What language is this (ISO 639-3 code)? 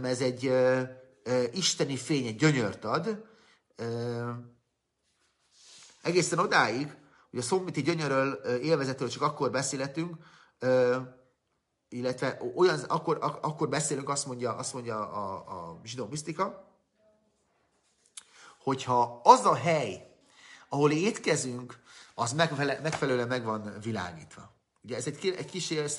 hun